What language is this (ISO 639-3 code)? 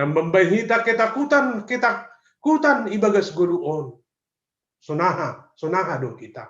bts